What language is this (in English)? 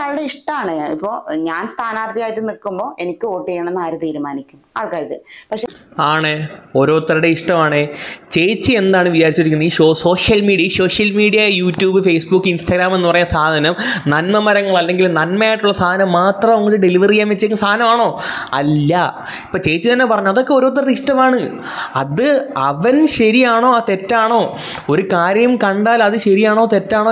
Malayalam